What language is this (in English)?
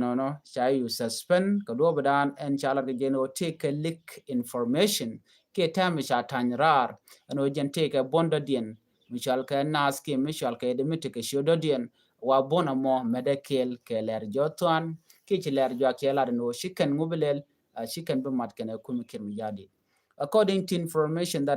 Nuer